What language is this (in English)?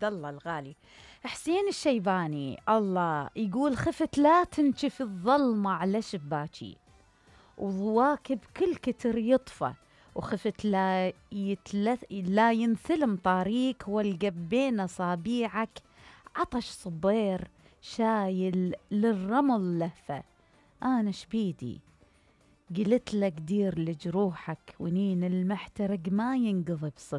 Mesopotamian Arabic